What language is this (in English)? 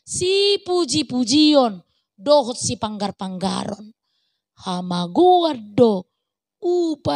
Batak Toba